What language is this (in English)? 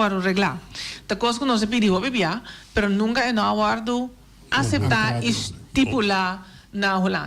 Papiamento